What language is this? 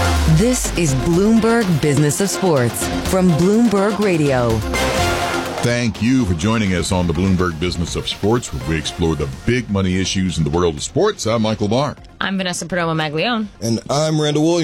English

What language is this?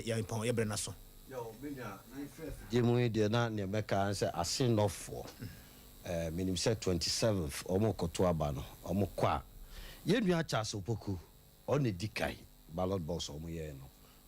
Akan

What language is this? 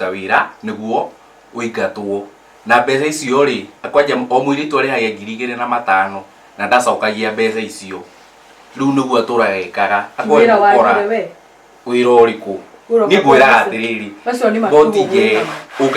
Kikuyu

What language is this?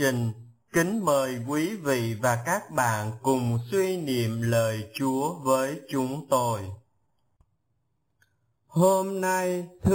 Vietnamese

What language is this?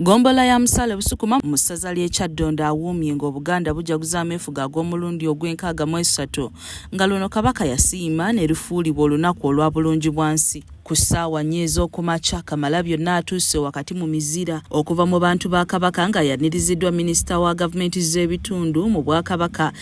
Ganda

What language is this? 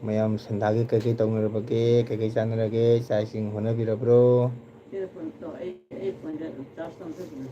Manipuri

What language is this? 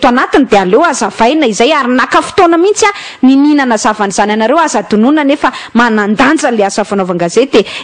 Malagasy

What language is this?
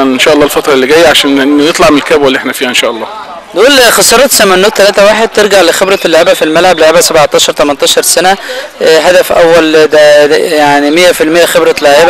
Egyptian Arabic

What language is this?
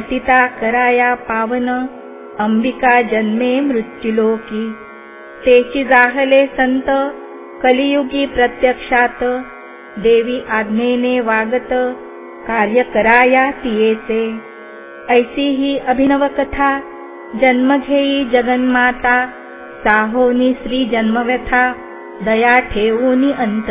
Marathi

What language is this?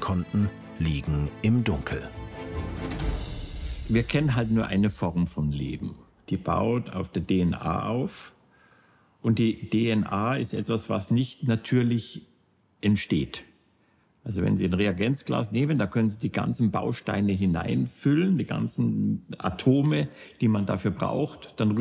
German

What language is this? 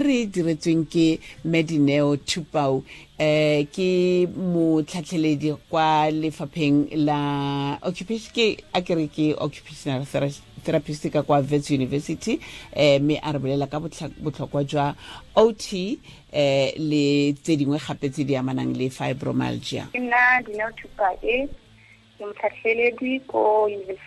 Tswana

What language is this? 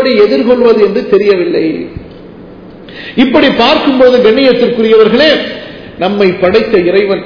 Tamil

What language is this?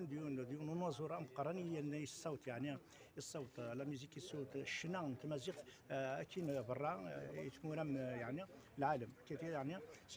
Kabyle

